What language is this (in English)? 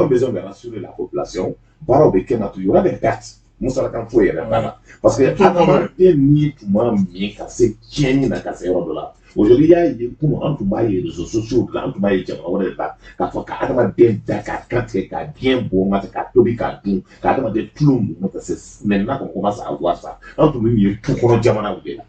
Bambara